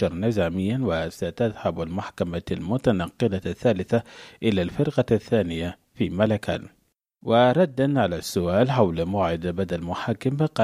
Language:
Arabic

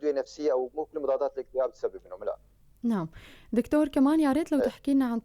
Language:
North Levantine Arabic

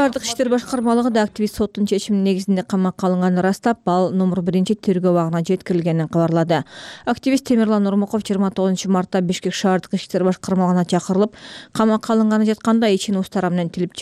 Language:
Kyrgyz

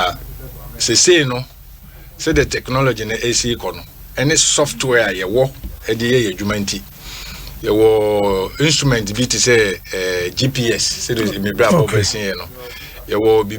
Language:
Akan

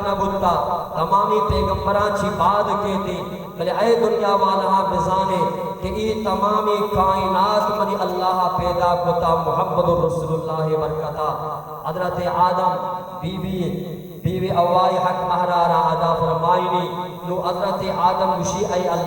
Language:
Baluchi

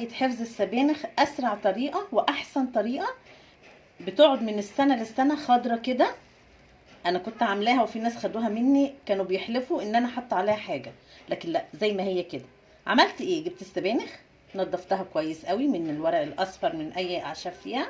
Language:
Egyptian Arabic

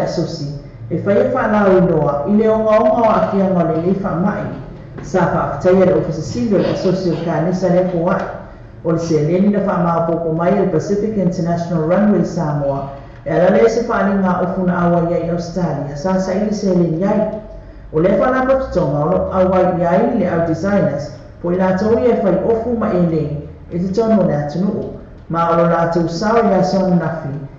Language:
Samoan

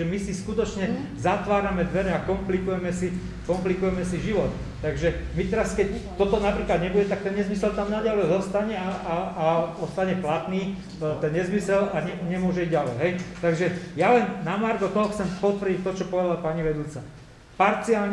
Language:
Slovak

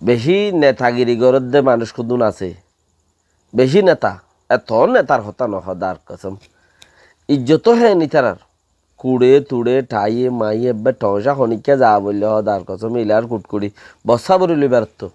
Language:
Rohingya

